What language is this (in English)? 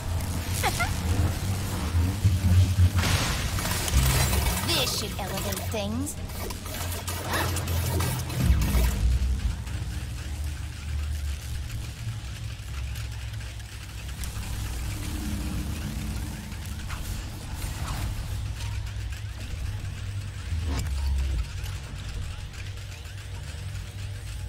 English